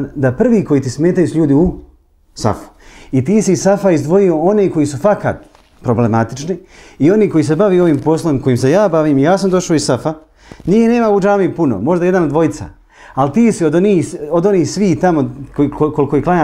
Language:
Bosnian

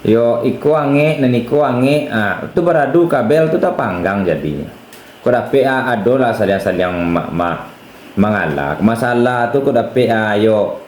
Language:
Minangkabau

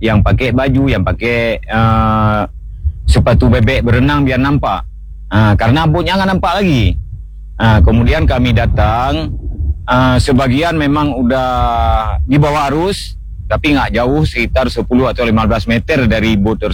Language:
Indonesian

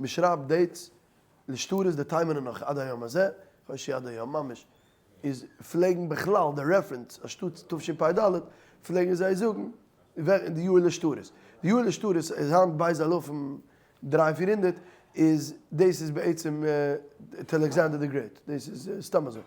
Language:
Yiddish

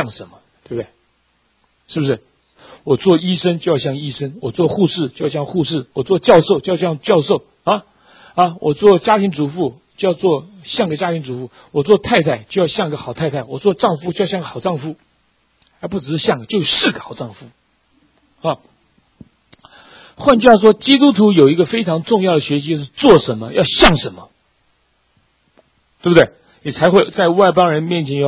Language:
Chinese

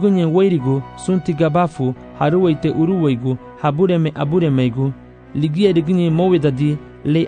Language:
Garifuna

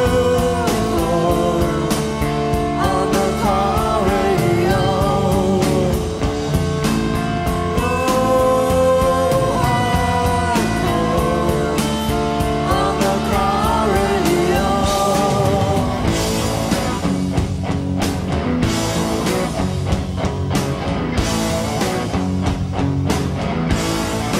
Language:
English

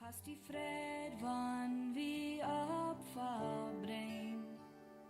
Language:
Plautdietsch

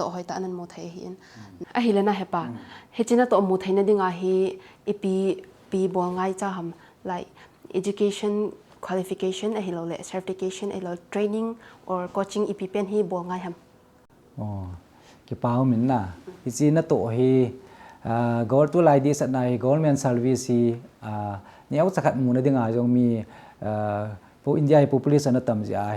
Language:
Thado Chin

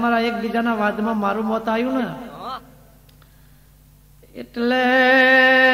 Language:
Gujarati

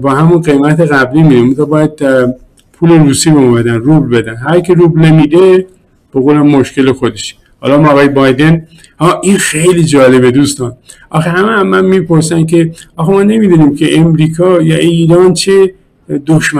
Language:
Persian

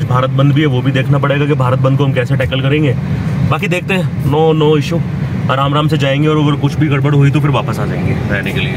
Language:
Hindi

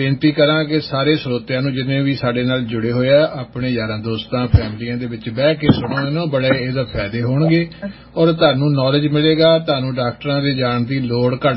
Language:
Punjabi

